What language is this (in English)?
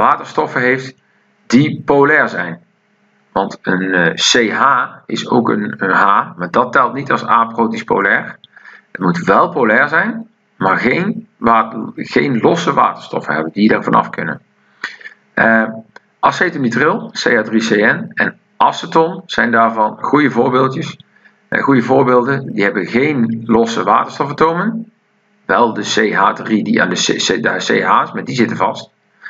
Dutch